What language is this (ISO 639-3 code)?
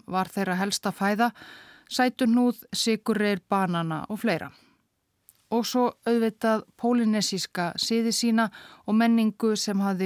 isl